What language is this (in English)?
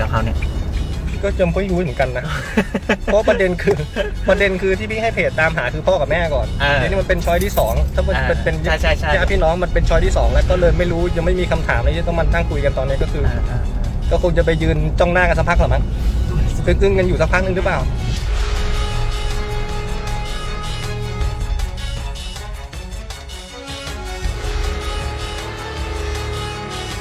Thai